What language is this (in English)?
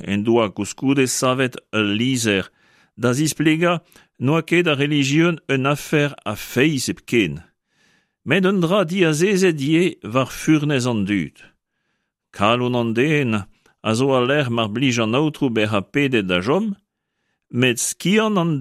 Breton